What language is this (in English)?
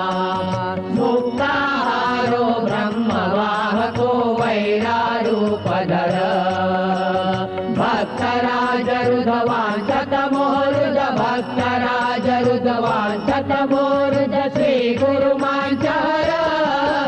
Marathi